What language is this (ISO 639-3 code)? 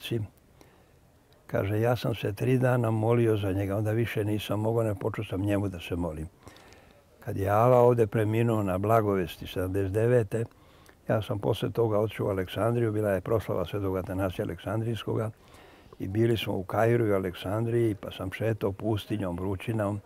srp